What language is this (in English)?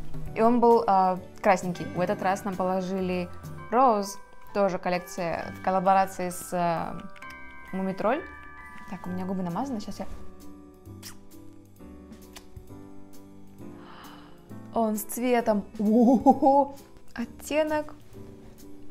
Russian